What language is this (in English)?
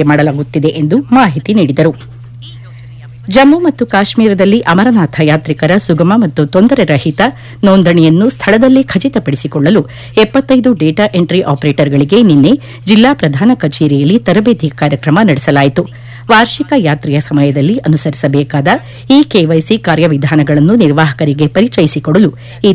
Kannada